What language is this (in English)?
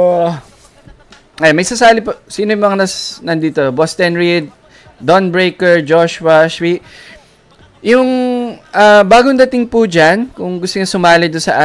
Filipino